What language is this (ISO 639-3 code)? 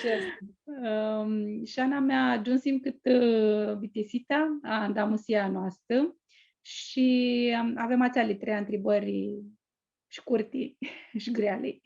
rup